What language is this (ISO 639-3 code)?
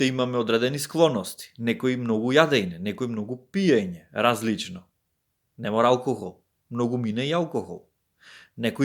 mkd